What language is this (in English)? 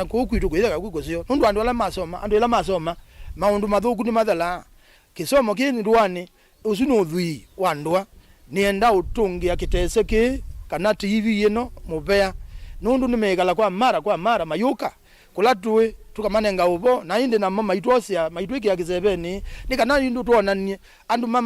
Kamba